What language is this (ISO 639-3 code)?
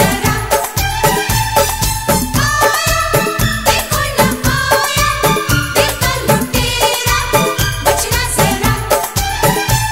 hin